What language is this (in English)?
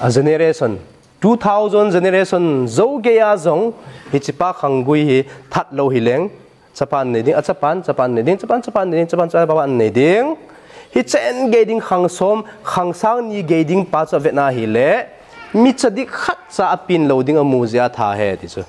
Thado Chin